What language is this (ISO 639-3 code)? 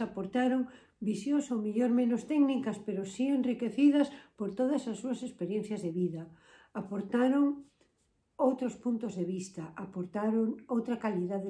glg